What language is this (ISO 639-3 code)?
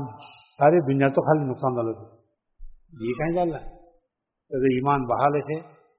urd